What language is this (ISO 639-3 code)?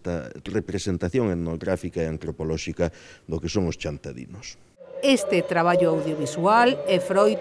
glg